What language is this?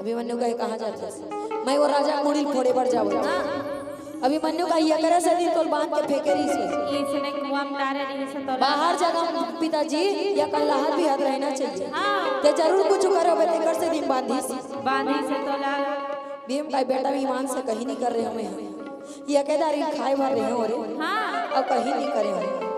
Chhattisgarhi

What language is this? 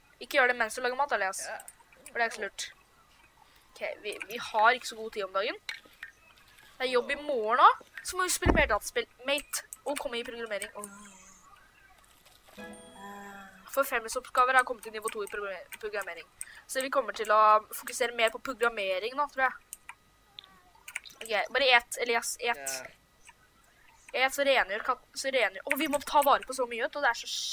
Norwegian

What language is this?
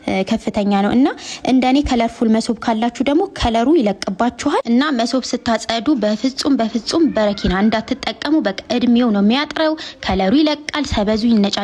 Amharic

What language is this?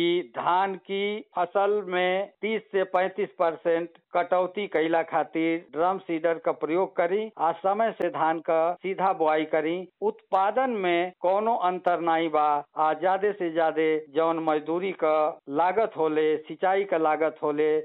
Bhojpuri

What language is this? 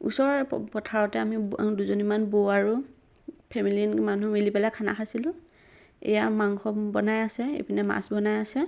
Assamese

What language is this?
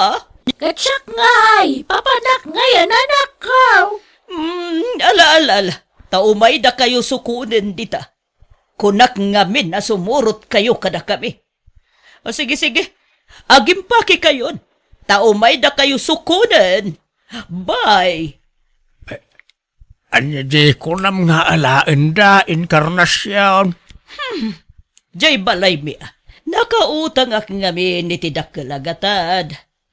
Iloko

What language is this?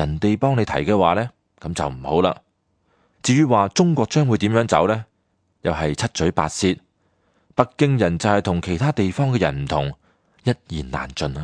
Cantonese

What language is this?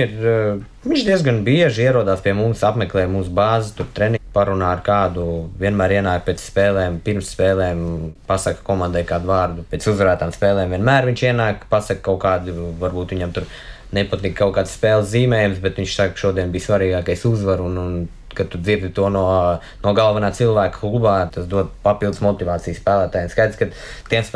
Latvian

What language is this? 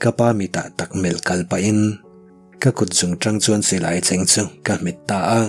Mizo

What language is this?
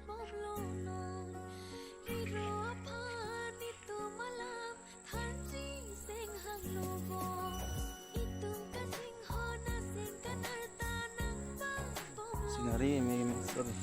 Karbi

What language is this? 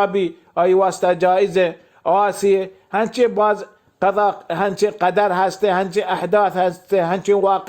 Baluchi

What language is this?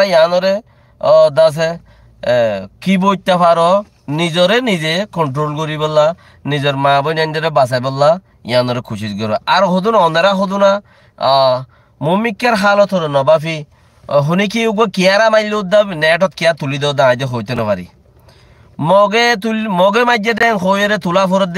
Rohingya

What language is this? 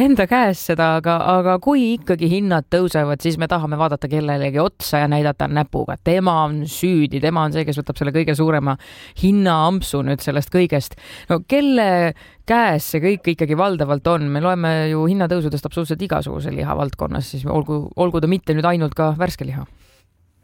Estonian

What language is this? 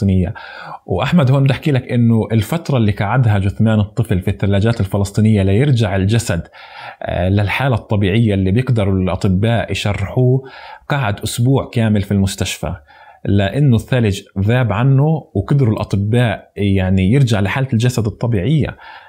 North Levantine Arabic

